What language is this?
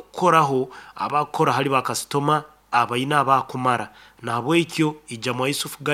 Nyankole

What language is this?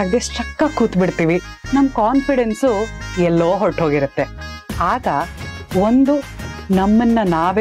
Kannada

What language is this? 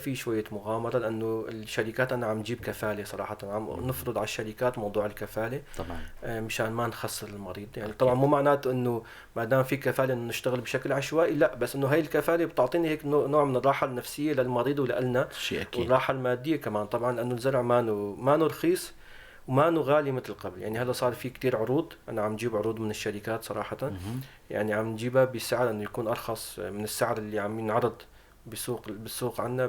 North Levantine Arabic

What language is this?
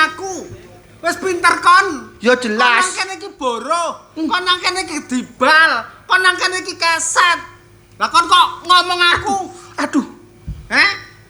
Javanese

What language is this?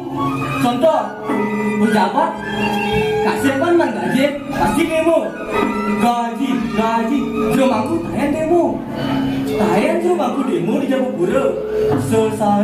Balinese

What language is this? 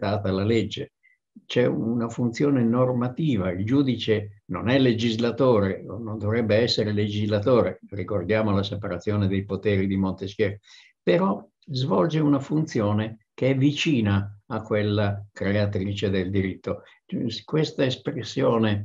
Italian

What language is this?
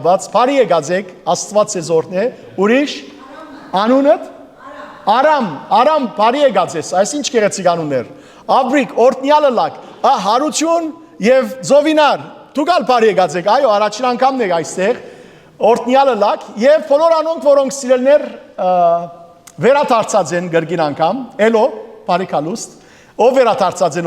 Western Armenian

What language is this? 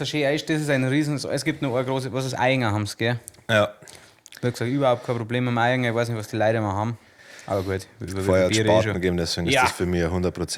Bavarian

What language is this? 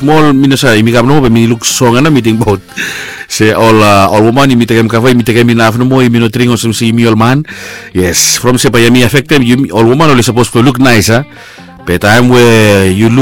Bislama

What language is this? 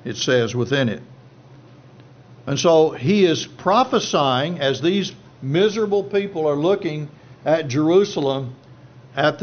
English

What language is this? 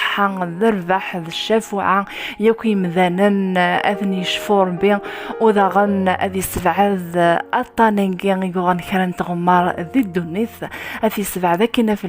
Kabyle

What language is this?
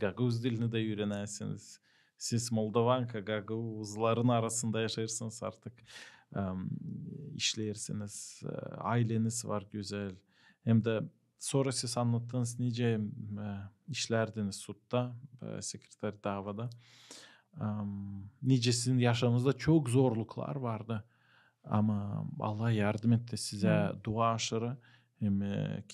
Gagauz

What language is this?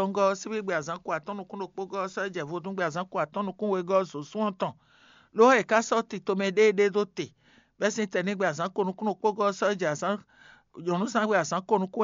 Fon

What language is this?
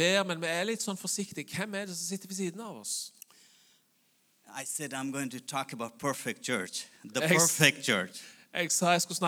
Norwegian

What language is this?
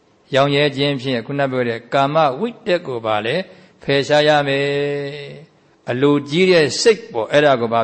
Burmese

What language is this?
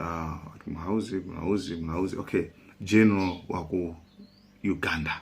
Nyanja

